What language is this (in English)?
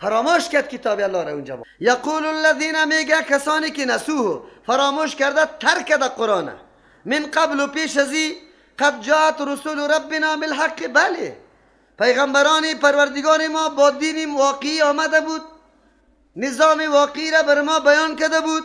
Persian